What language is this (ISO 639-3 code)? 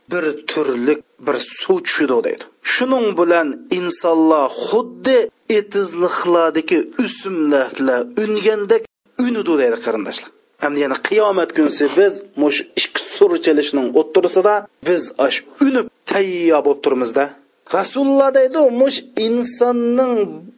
uig